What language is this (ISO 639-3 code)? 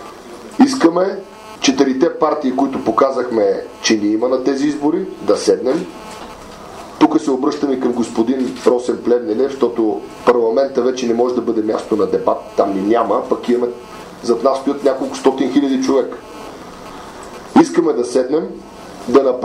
bul